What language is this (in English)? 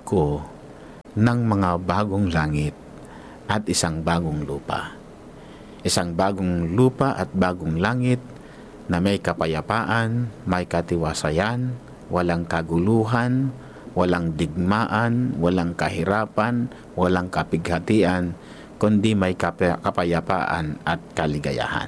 Filipino